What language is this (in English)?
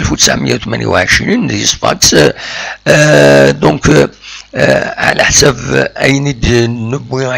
Kabyle